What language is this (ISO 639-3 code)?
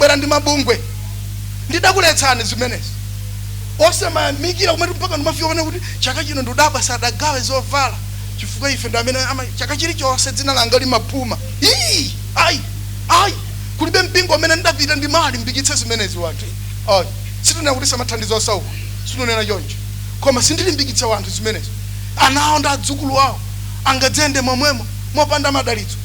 nya